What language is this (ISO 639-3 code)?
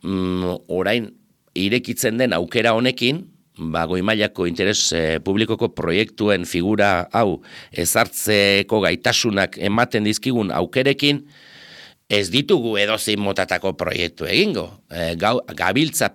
eus